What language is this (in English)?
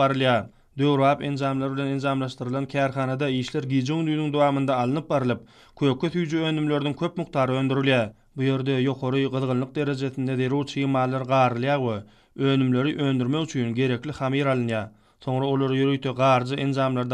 Turkmen